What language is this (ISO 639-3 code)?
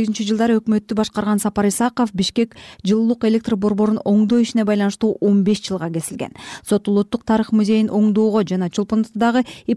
kir